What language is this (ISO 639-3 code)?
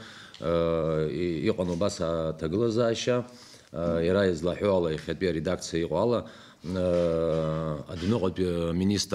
abk